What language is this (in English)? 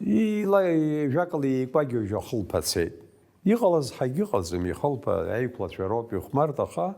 Abkhazian